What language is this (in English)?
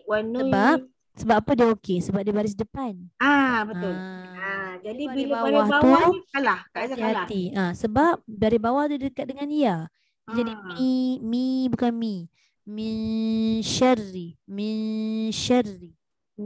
Malay